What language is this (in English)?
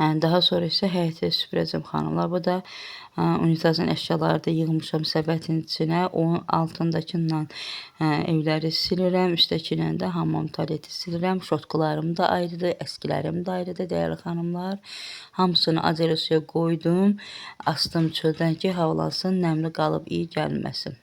Azerbaijani